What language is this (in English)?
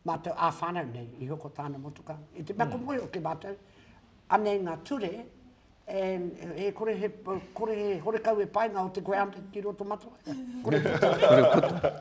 Māori